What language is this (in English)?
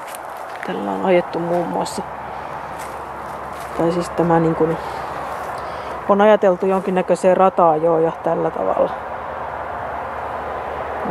Finnish